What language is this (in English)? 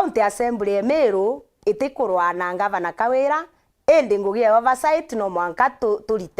Meru